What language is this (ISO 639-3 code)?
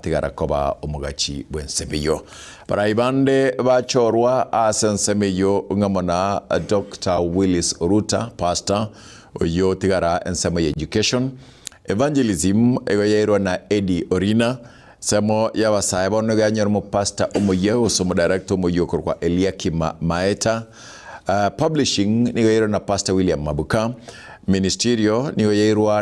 guz